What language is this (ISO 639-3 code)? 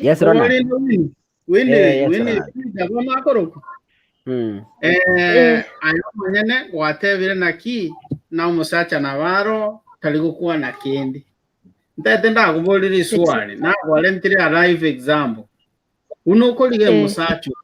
guz